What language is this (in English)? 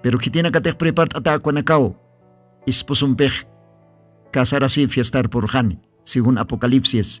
Aymara